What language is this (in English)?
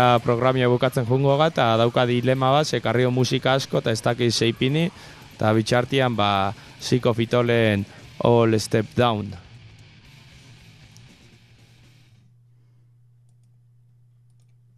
Basque